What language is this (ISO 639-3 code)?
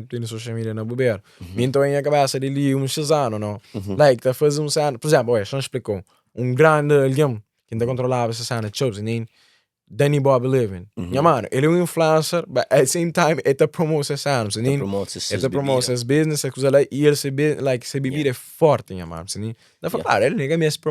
kea